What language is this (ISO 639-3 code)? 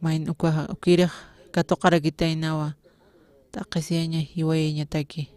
aym